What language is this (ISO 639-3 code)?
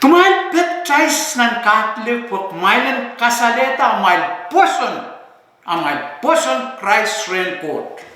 pon